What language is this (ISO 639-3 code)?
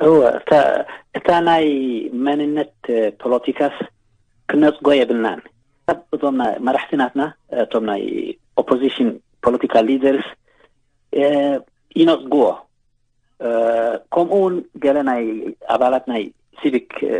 tir